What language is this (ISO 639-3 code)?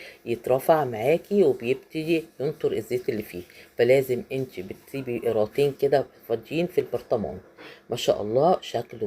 arz